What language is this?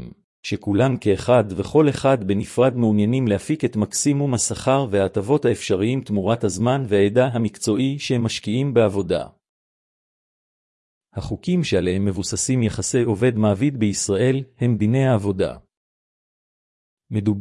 Hebrew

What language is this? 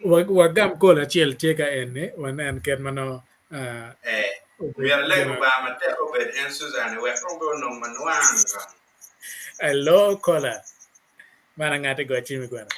Acoli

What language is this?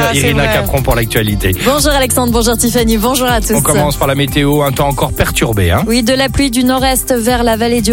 French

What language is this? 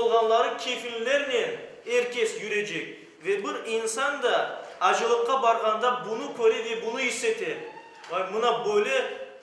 Crimean Tatar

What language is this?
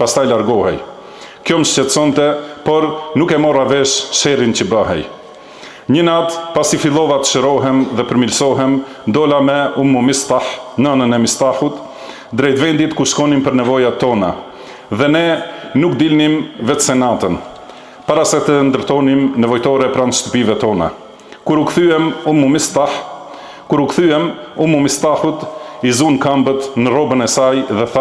Albanian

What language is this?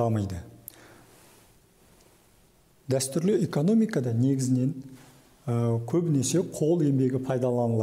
Kazakh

